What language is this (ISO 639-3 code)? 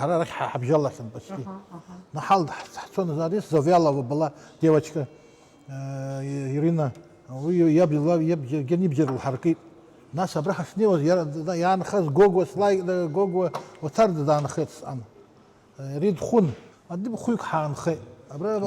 abk